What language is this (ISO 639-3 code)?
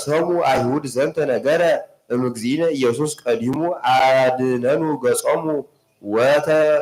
gez